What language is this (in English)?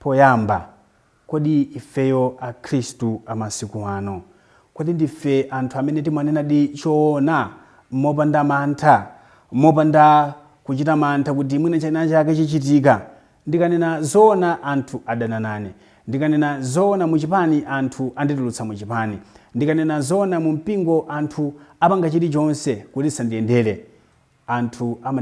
Nyanja